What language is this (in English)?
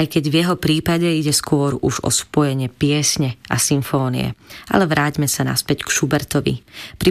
Slovak